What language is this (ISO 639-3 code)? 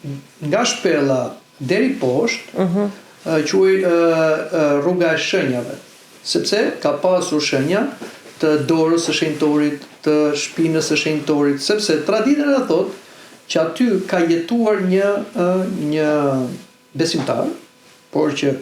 sqi